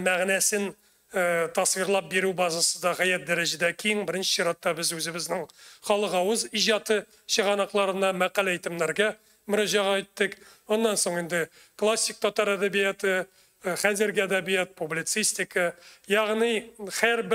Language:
Tatar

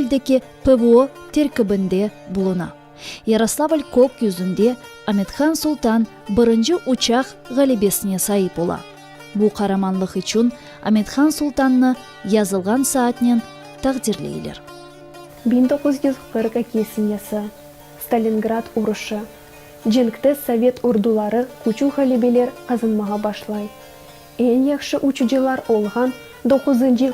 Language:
Crimean Tatar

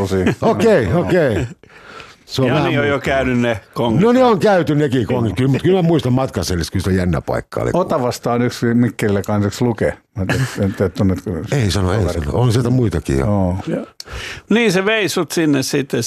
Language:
Finnish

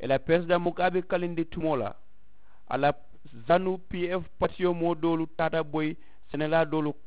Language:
Mandingo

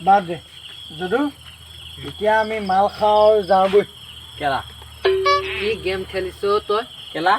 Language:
Assamese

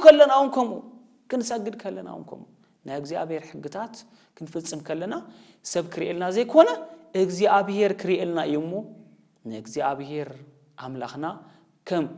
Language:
Tigrinya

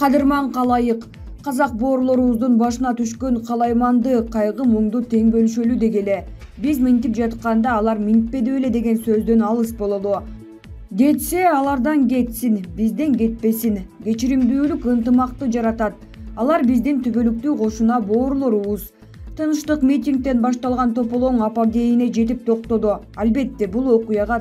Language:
Kyrgyz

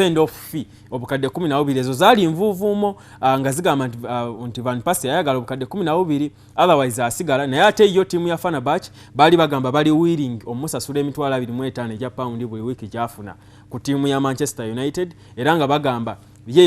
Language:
Ganda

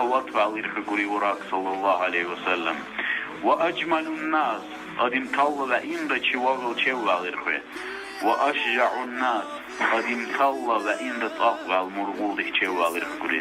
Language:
Dargwa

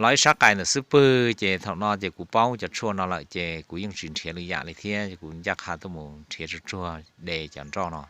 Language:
Hmong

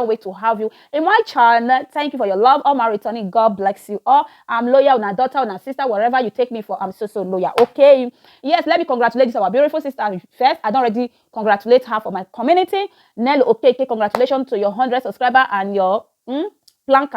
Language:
Nigerian Pidgin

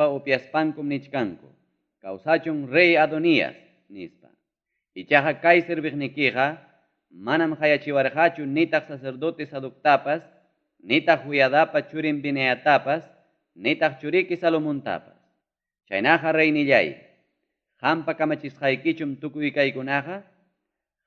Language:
Ayacucho Quechua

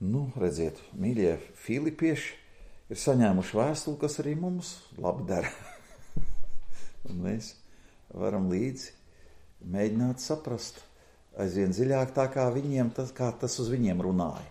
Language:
Latvian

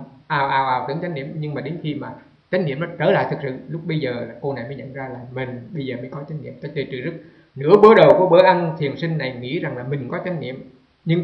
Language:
Vietnamese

